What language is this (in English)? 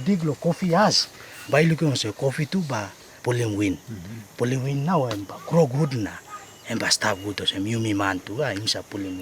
Tok Pisin